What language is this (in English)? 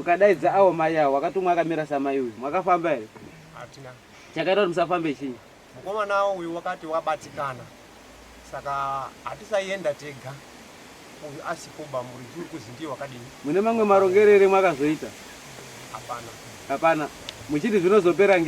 Shona